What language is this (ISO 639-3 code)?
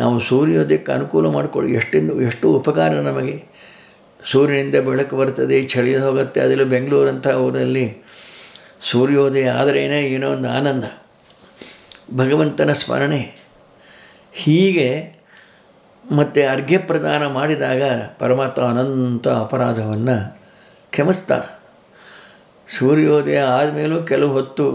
kan